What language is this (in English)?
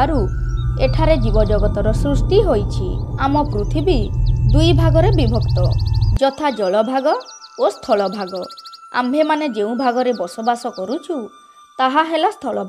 Odia